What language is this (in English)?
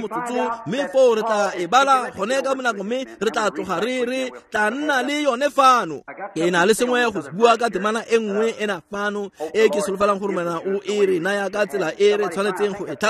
Tswana